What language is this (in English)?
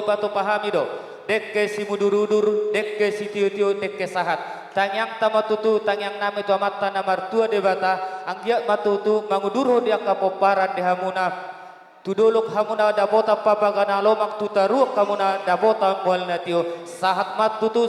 Batak Toba